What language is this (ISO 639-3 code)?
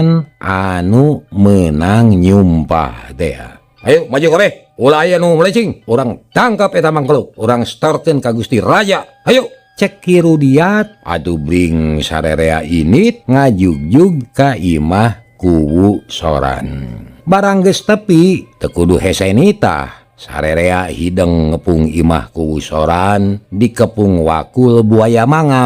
sun